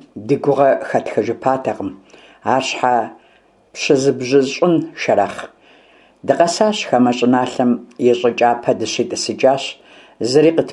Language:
Kabardian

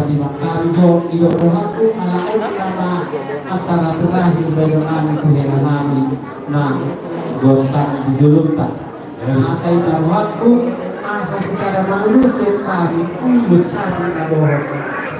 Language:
Batak Toba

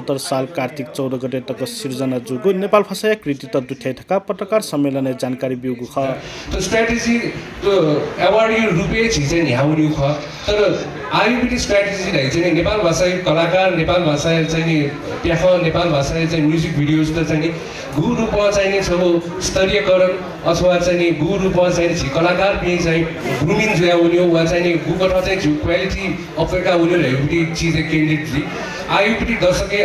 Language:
Newari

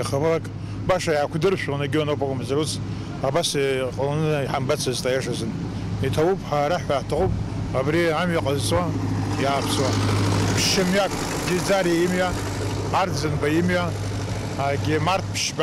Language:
Abkhazian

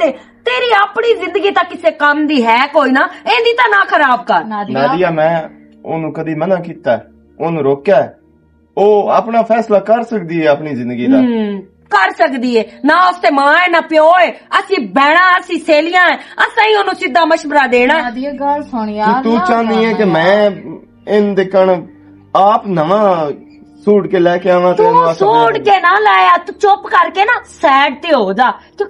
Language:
Western Panjabi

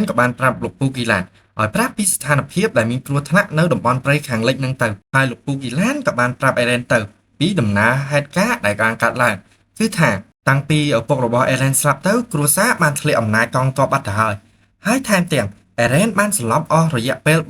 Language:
Khmer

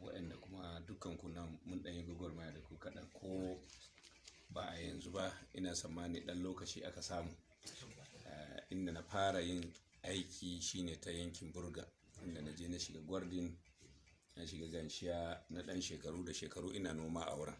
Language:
Hausa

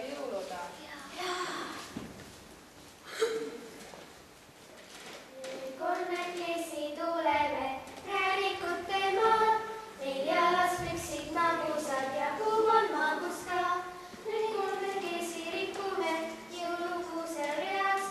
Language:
Estonian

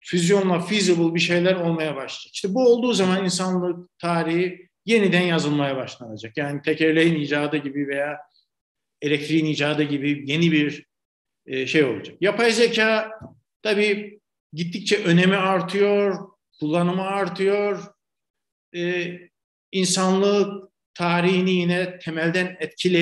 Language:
Turkish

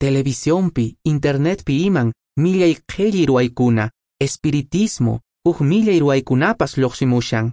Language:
Quechua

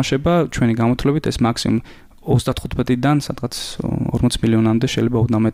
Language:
Georgian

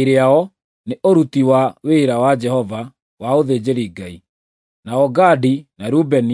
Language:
Kikuyu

